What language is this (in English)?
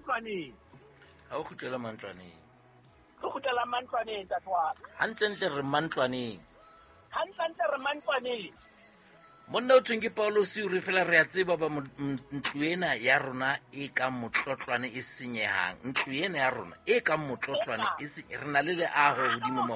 Southern Sotho